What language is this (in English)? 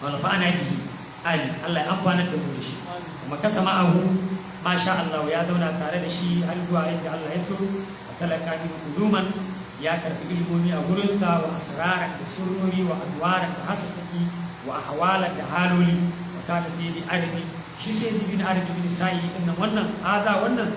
Hausa